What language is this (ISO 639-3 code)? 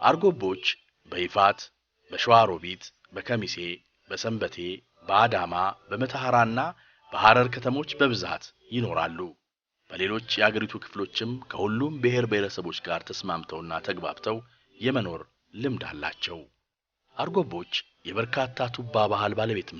amh